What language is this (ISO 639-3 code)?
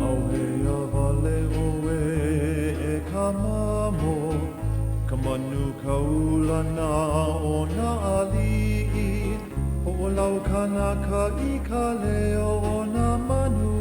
haw